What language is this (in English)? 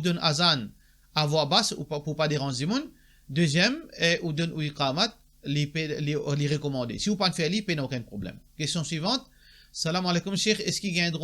Morisyen